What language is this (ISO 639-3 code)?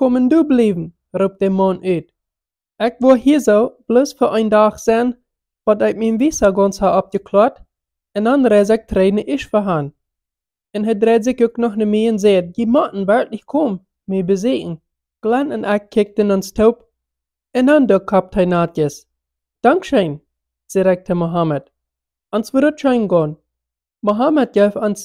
pdt